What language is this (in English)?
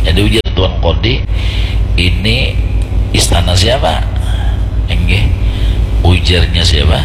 Banjar